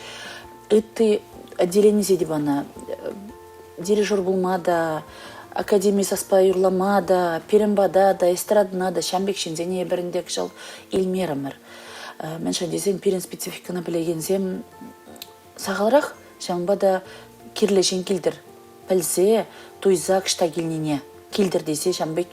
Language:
Chuvash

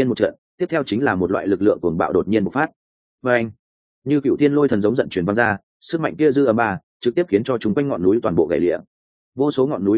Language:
Vietnamese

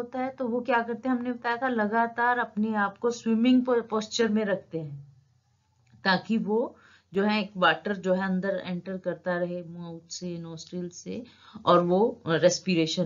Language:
Hindi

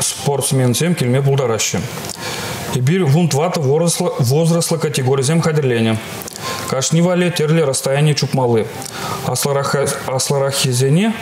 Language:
Chuvash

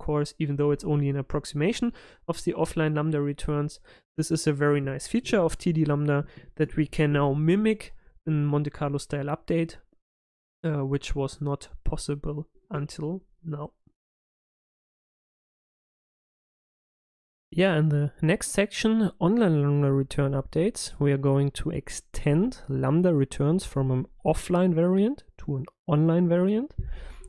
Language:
English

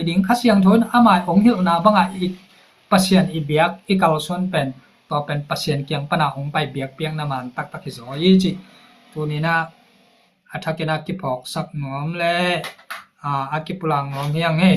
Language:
Tedim Chin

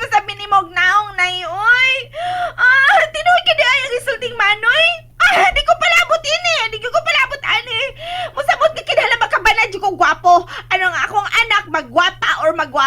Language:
Cebuano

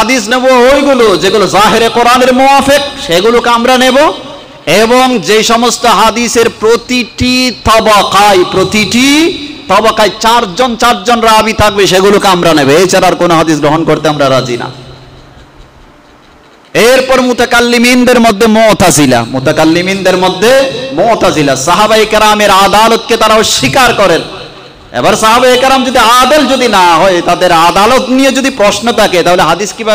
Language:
Bangla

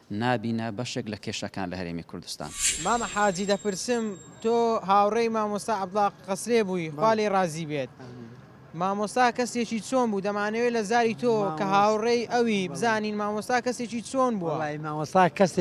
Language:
Central Kurdish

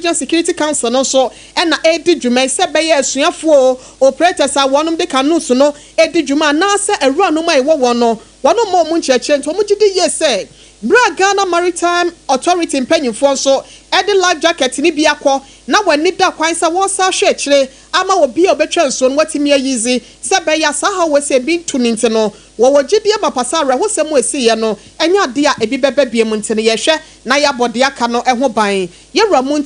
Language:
Akan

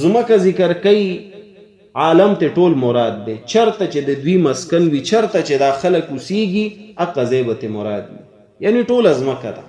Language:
Pashto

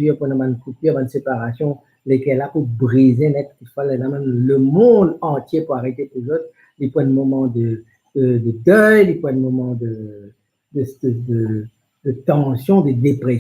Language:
Morisyen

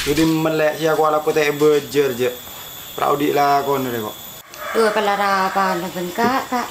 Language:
Madurese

